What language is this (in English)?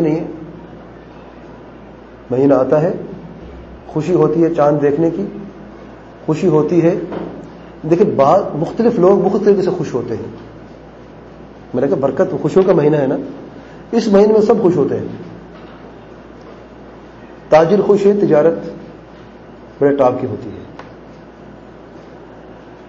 Urdu